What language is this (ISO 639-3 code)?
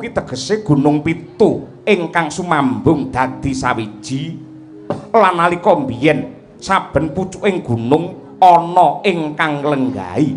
jav